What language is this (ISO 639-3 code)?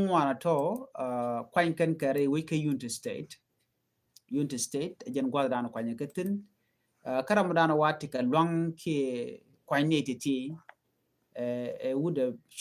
nus